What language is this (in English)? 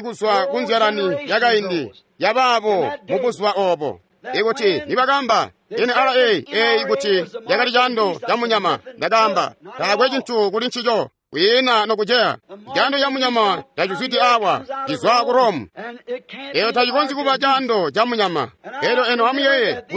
Tonga (Zambia)